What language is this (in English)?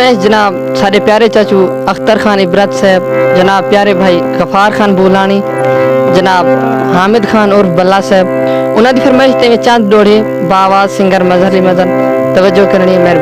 Saraiki